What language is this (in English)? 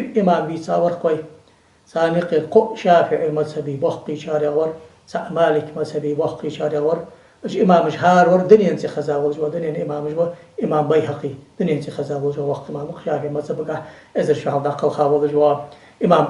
Ingush